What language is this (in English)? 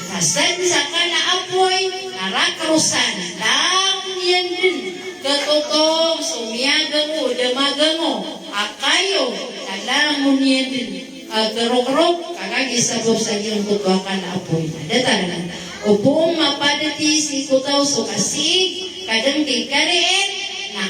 Maranao